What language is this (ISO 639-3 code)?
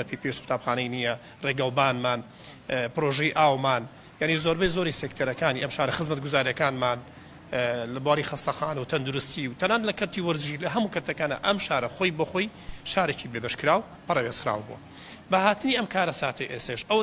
ckb